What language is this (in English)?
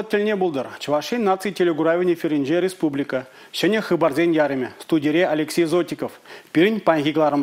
Chuvash